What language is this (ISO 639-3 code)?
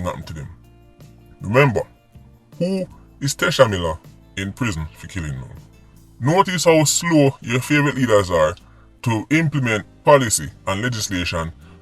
jam